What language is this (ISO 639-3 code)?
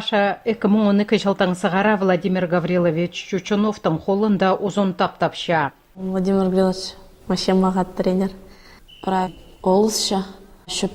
kjh